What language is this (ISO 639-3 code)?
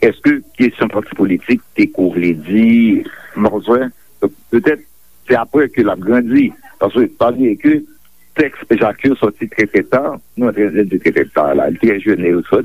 hat